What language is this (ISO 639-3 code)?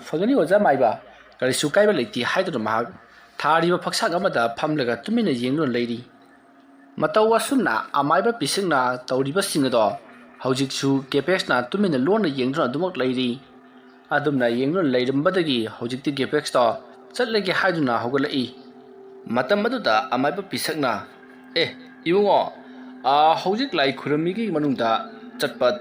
mni